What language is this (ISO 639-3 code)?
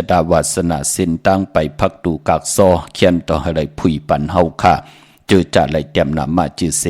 shn